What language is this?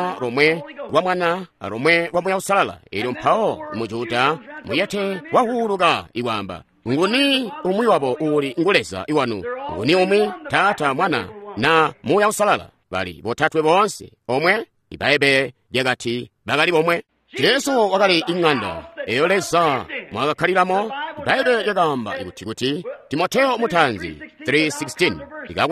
Tonga (Zambia)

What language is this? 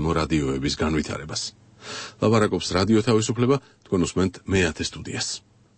Georgian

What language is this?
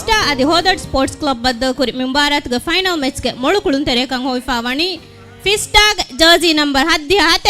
Divehi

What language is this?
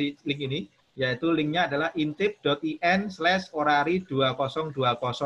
Indonesian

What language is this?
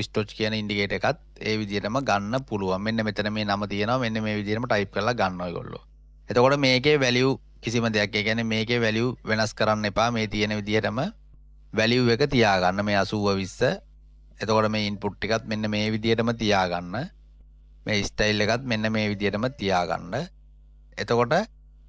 Sinhala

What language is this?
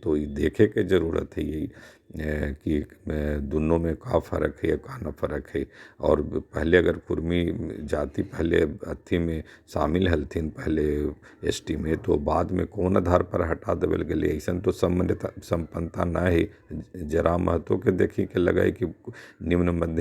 Magahi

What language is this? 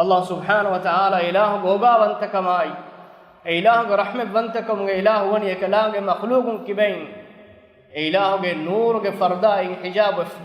Divehi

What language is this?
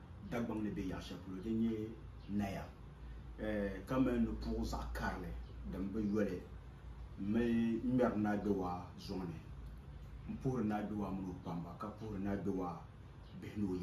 Dagbani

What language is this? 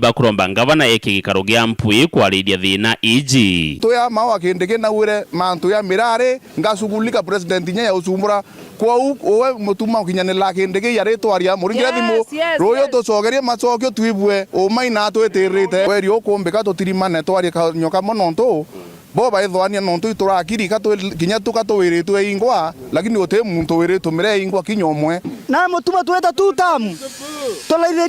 Meru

